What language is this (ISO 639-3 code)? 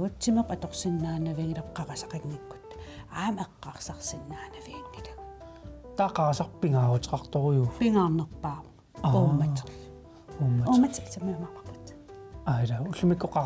kal